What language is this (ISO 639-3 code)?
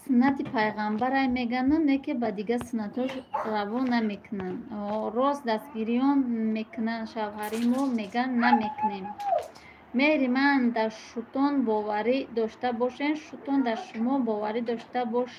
tgk